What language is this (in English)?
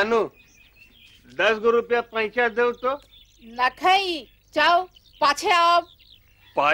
Sadri